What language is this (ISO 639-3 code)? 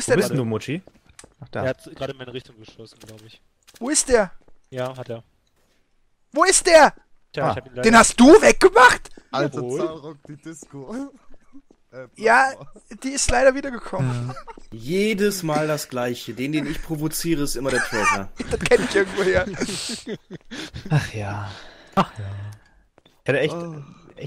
deu